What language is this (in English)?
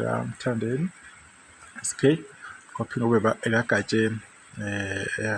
Zulu